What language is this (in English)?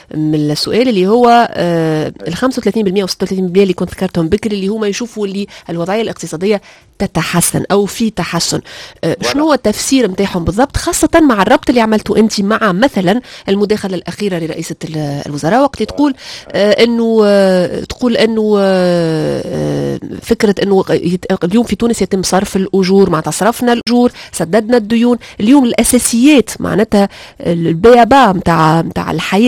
Tunisian Arabic